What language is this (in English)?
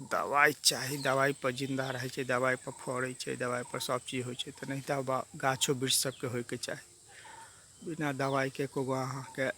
Maithili